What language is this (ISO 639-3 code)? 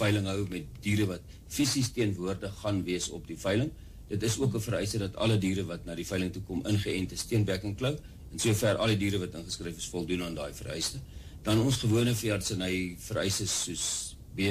afr